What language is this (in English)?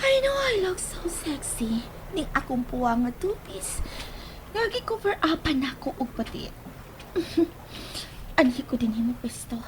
Cebuano